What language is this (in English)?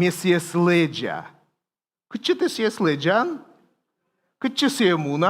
Komi